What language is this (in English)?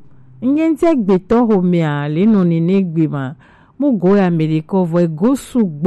Gen